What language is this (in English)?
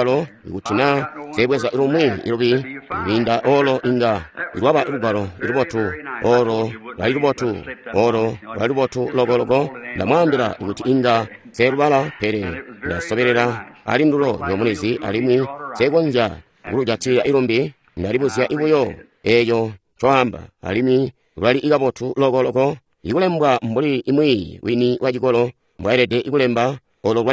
Tonga (Zambia)